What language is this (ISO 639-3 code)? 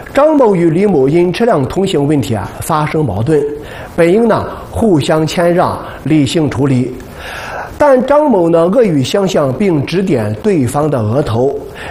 zho